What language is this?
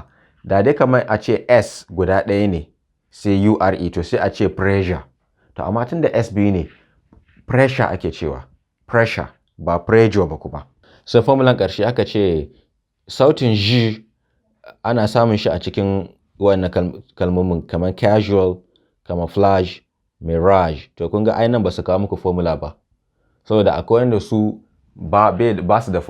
Hausa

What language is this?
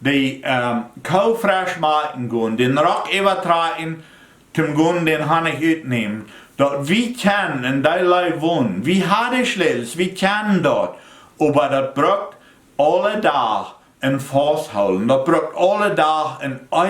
Plautdietsch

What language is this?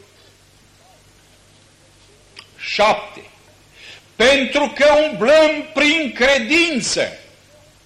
Romanian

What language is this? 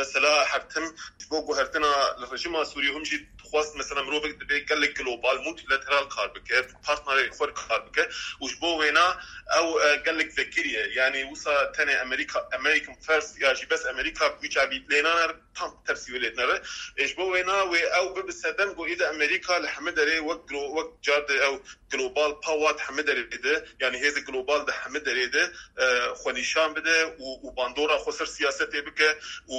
Kurdish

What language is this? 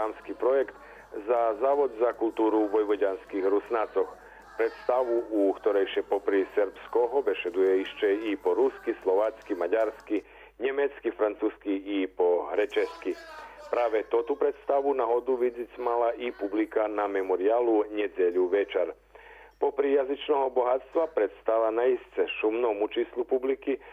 Rusyn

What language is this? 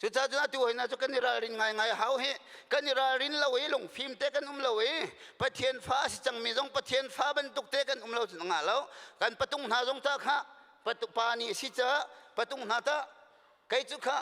Hakha Chin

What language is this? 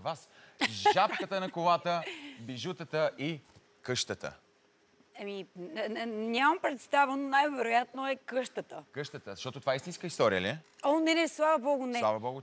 Bulgarian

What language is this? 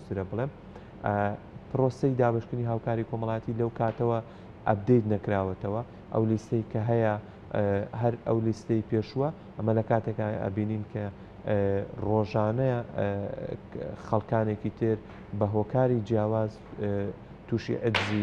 Central Kurdish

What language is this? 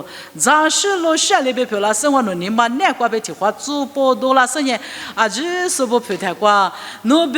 Lisu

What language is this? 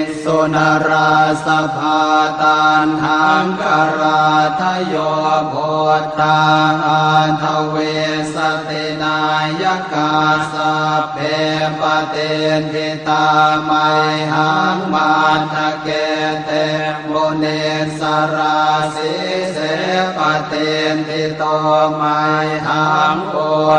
Pali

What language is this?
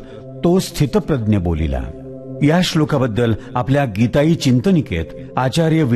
Marathi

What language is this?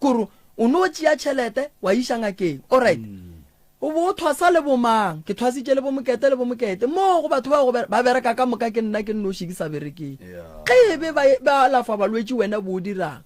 Northern Sotho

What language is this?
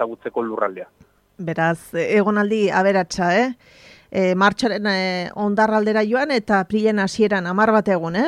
Basque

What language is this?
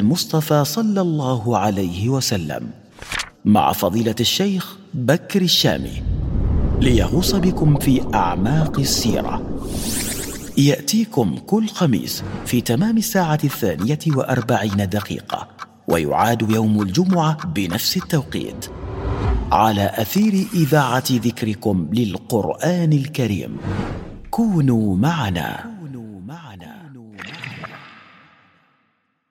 Arabic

